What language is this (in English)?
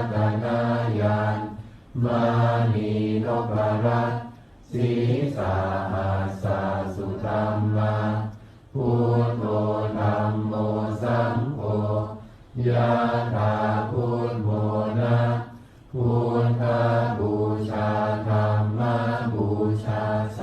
Pali